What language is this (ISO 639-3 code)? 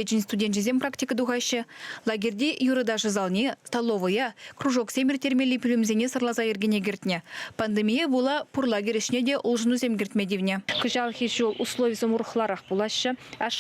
chv